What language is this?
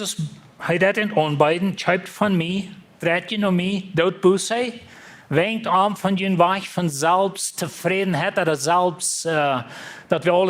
Plautdietsch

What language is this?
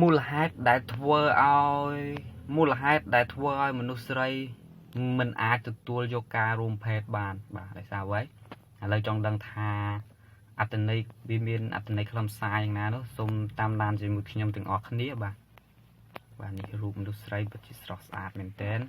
Khmer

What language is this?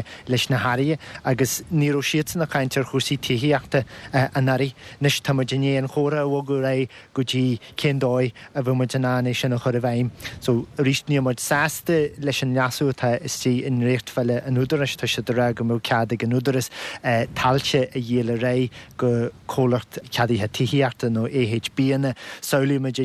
Irish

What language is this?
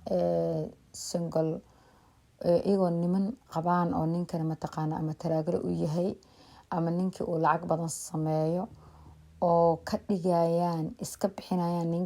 Somali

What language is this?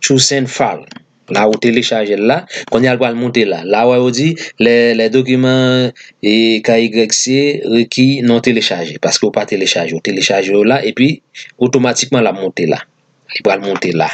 Haitian Creole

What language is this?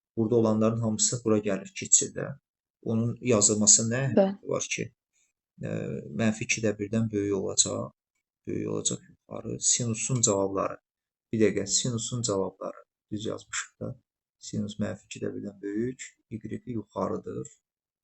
Azerbaijani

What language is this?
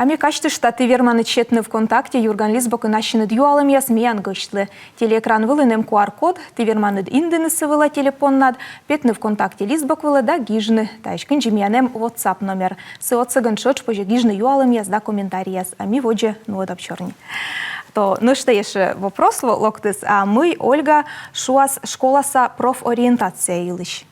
Komi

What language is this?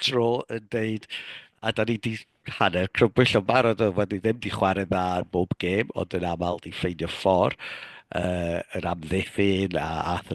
Welsh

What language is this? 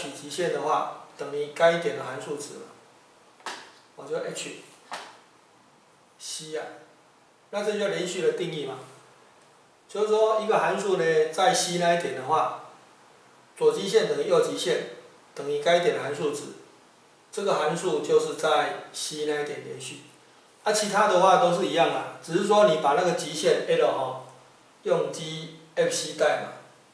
Chinese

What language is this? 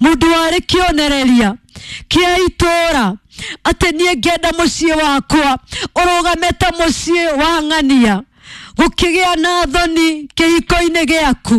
Kikuyu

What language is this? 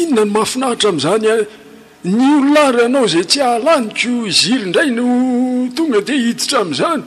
Malagasy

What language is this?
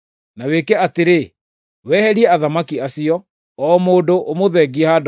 Kikuyu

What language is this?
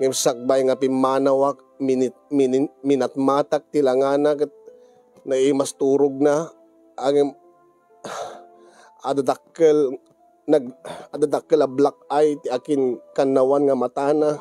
Iloko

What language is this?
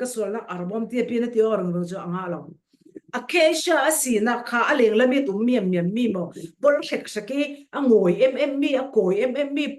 Falam Chin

